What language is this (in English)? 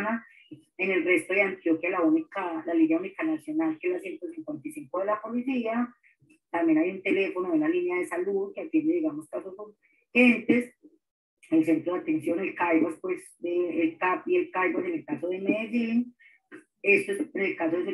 Spanish